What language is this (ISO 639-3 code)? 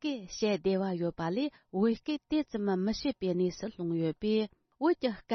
bod